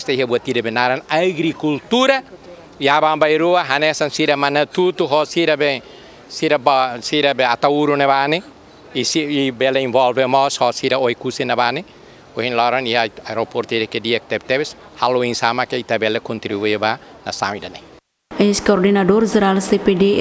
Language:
Tetum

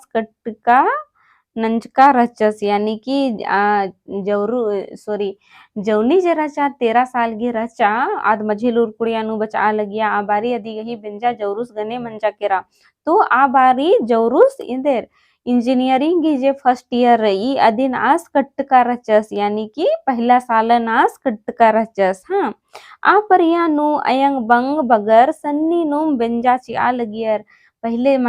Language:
Kurukh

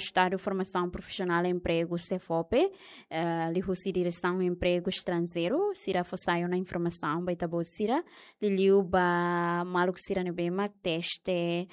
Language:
Tetum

